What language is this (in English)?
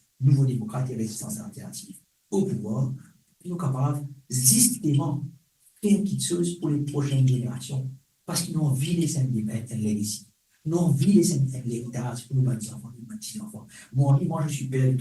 Morisyen